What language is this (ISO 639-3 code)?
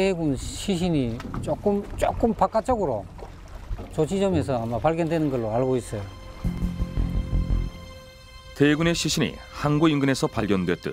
kor